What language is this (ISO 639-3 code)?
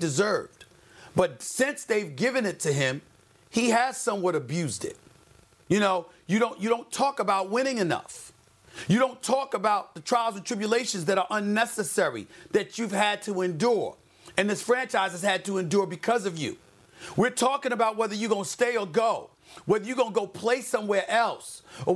eng